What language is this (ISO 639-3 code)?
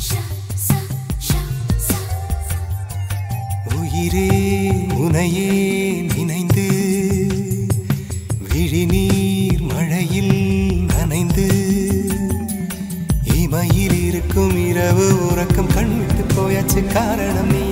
tam